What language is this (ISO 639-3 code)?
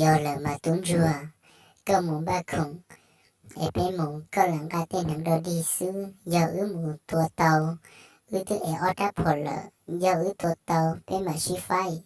hmn